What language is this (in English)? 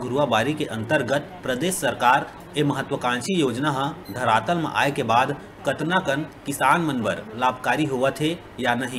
Chhattisgarhi